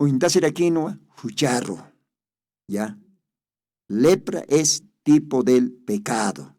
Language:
Aymara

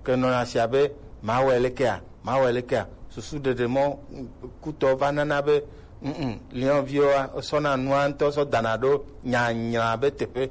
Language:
Gen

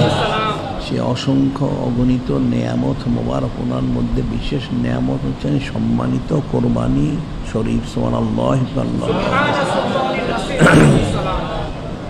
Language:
Bangla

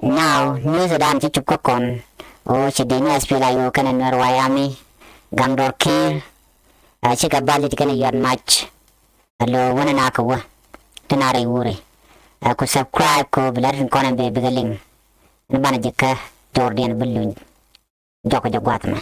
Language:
Nuer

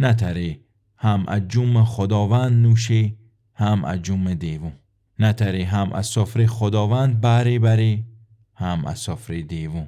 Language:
Gilaki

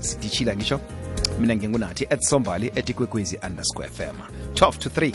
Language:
South Ndebele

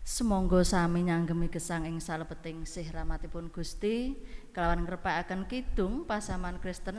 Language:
Javanese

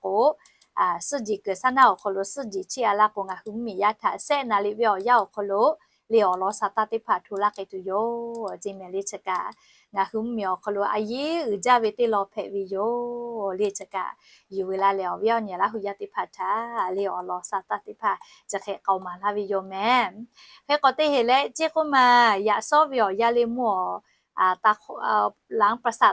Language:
Lahu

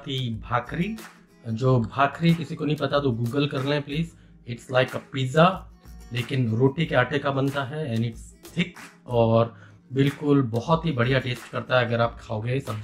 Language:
Hindi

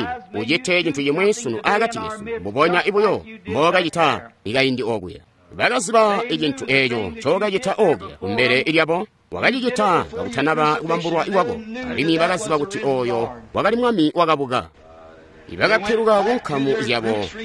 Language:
Tonga (Zambia)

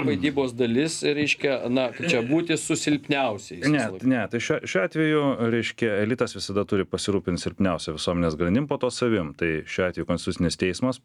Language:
Lithuanian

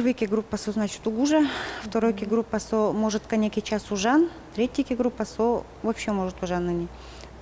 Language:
Udmurt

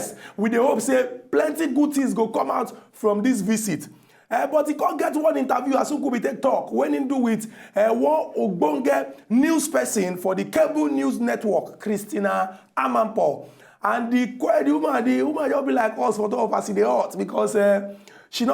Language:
Nigerian Pidgin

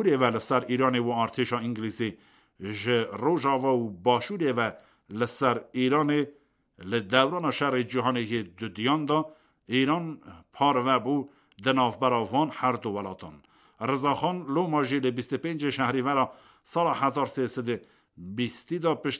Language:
Kurdish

